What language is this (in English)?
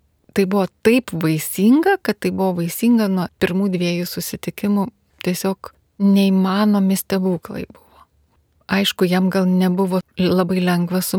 Lithuanian